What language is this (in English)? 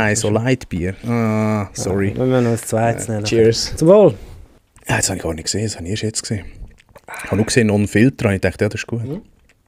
Swiss German